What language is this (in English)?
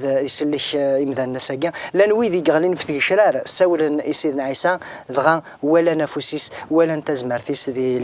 Kabyle